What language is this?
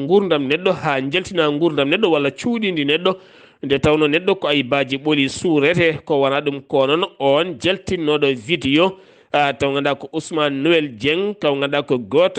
Fula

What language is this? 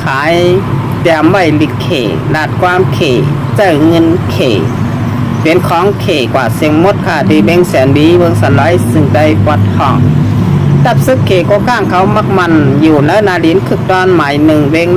Shan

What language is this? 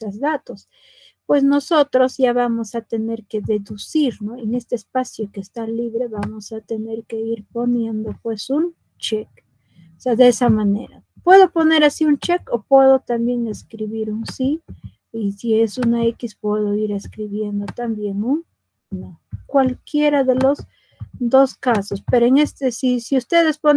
Spanish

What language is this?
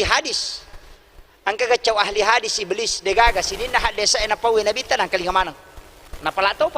Buginese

